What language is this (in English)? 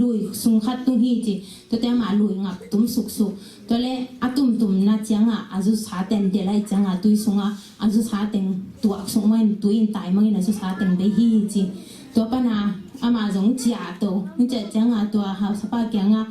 Tedim Chin